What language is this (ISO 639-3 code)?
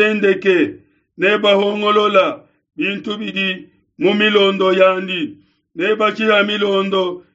lua